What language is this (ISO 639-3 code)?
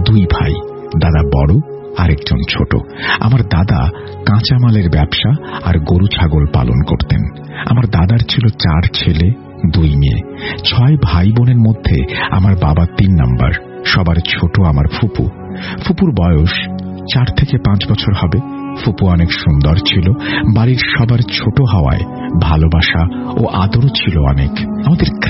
ben